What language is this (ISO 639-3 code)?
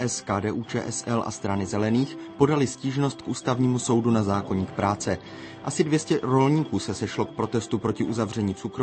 ces